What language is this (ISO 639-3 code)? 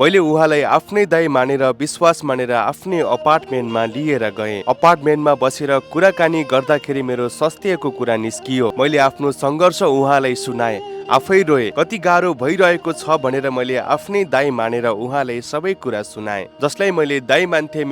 nep